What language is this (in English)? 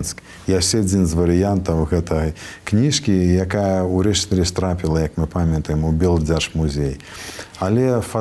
Belarusian